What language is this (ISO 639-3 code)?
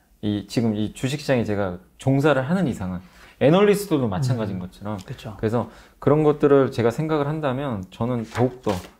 kor